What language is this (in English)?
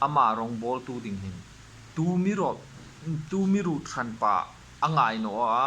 Hmar